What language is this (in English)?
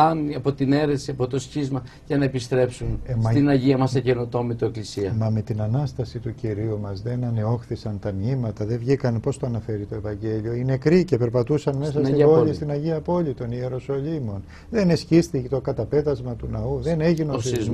Greek